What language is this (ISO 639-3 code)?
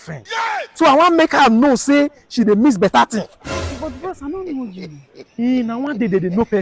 pcm